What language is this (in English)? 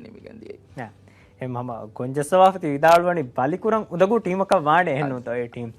Divehi